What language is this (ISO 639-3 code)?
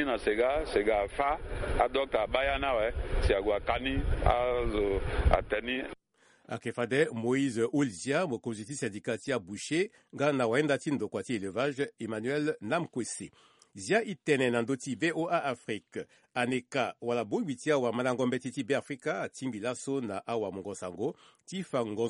sag